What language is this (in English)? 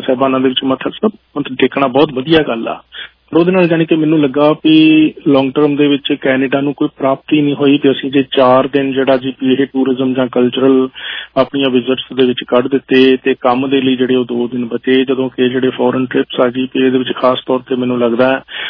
Punjabi